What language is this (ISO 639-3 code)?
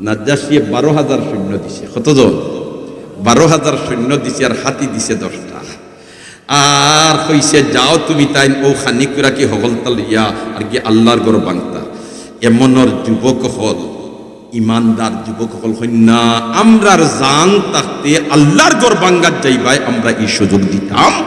syl